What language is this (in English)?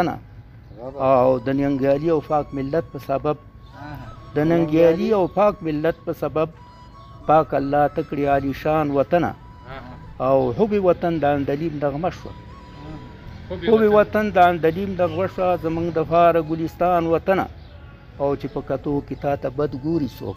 Pashto